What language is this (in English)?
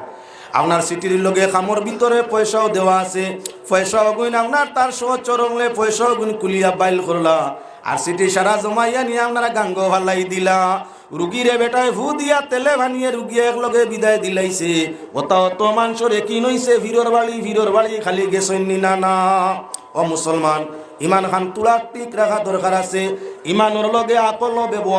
Sylheti